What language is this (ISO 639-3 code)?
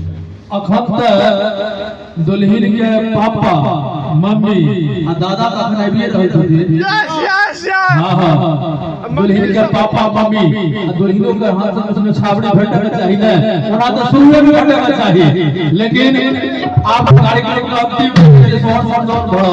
mai